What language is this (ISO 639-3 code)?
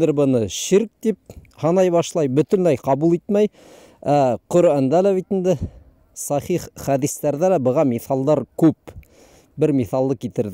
bak